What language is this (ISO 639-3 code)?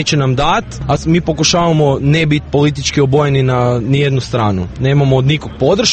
srp